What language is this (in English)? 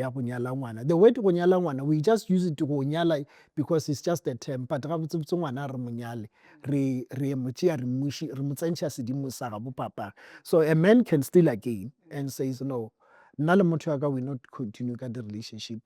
Northern Sotho